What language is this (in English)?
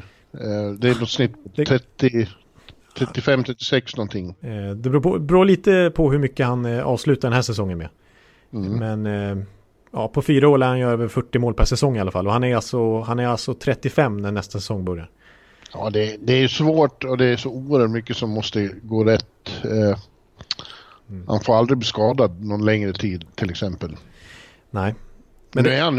Swedish